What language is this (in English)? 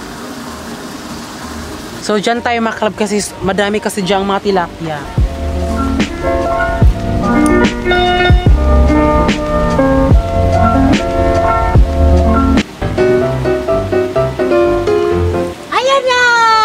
Filipino